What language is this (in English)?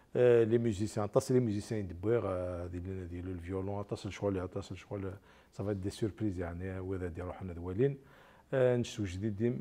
Kabyle